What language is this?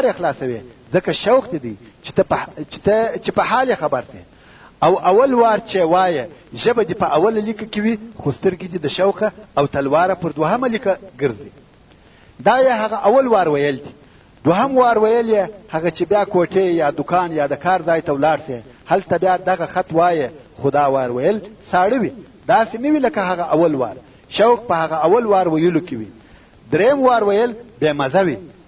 Pashto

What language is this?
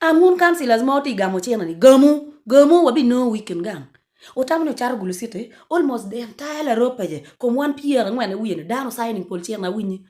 Acoli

